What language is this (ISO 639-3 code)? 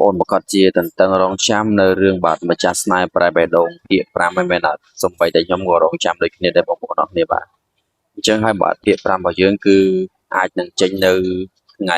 khm